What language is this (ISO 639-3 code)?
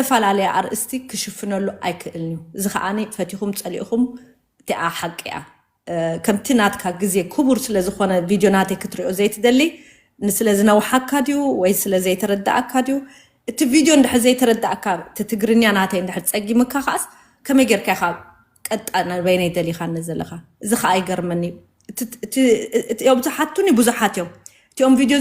tir